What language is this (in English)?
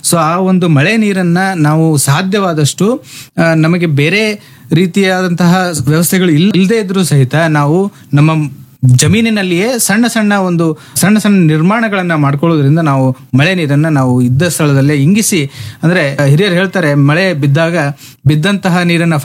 Kannada